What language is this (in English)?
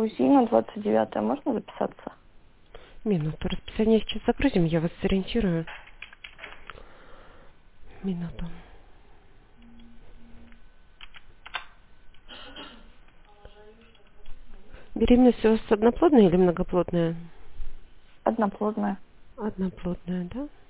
Russian